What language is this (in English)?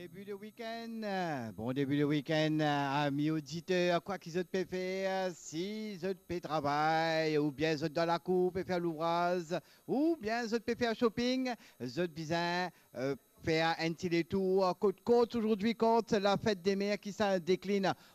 Morisyen